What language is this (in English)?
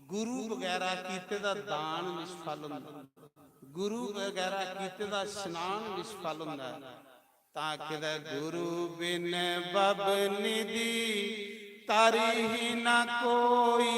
Dogri